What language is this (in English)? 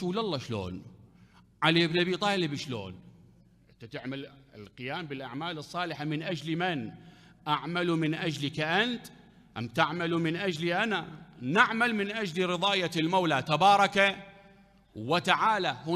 Mesopotamian Arabic